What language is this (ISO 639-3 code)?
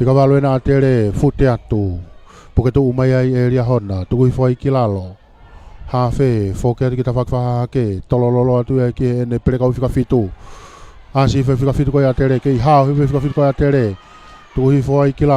ton